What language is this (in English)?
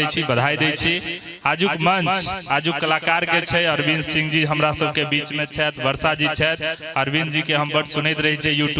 Maithili